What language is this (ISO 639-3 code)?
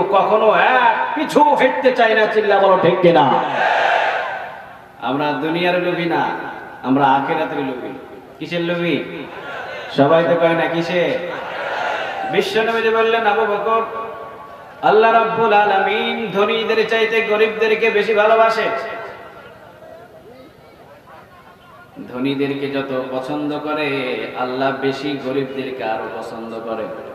ben